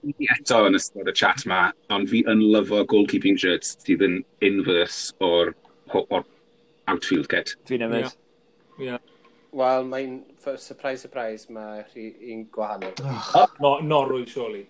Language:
Welsh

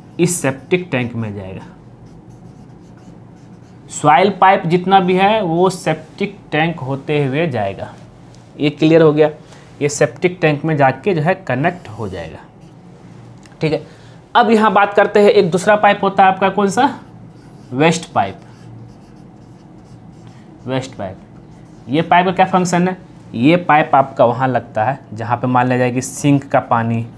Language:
Hindi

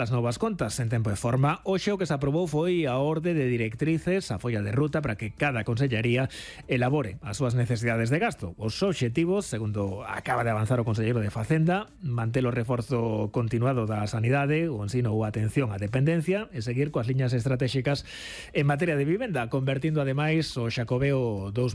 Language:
Galician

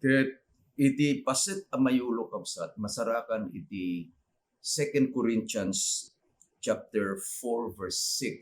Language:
Iloko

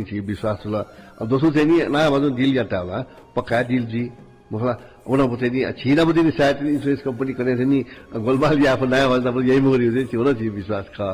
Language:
Newari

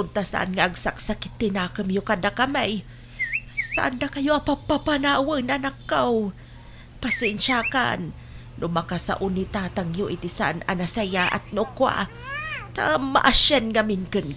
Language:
Iloko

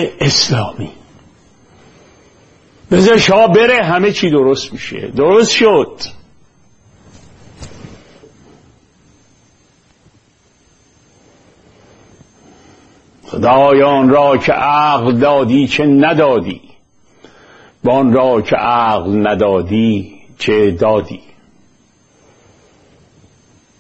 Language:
Persian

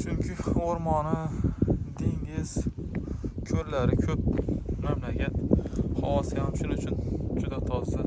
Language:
Uzbek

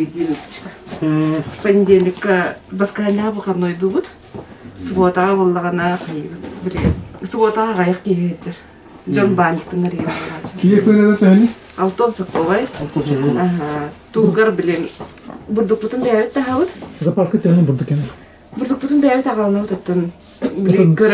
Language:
Yakut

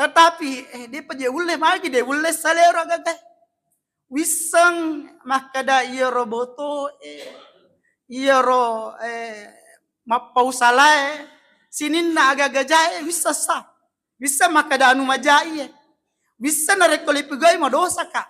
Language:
Buginese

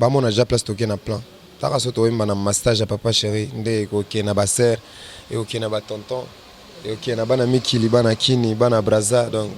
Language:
Lingala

